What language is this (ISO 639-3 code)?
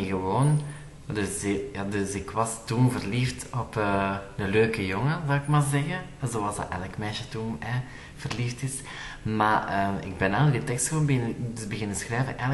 nld